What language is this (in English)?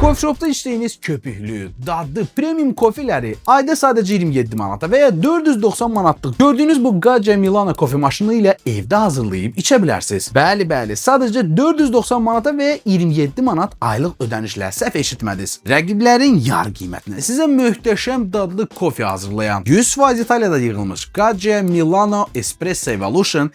Azerbaijani